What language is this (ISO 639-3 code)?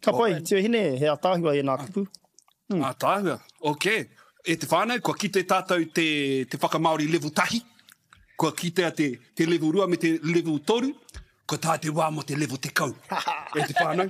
mri